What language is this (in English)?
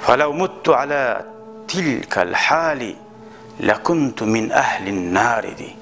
Kumyk